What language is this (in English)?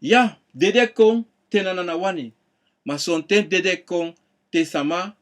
Sranan Tongo